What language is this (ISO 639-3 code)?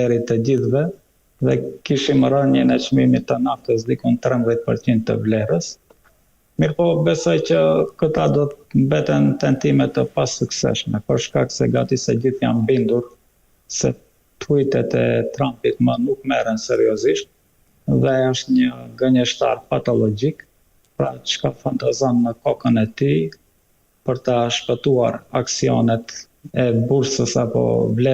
sqi